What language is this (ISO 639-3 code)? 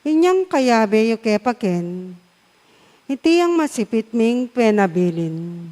pam